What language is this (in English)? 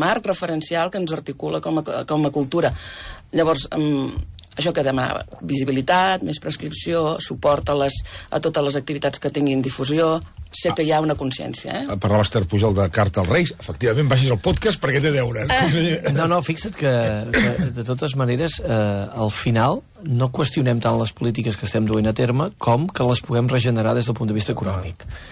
Catalan